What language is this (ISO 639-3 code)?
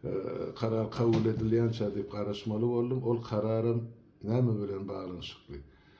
tuk